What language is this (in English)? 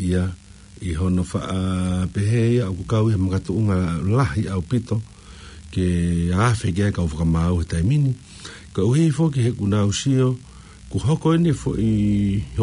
Tongan